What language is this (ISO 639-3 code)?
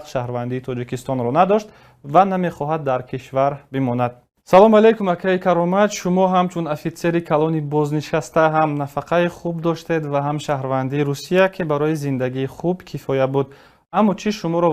tgk